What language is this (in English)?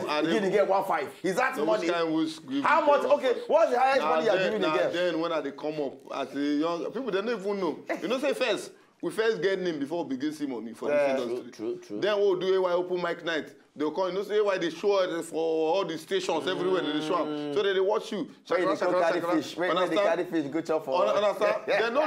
Nigerian Pidgin